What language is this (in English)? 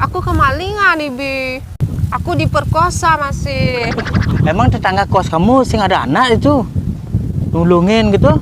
Balinese